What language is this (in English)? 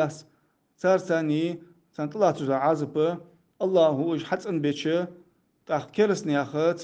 Ingush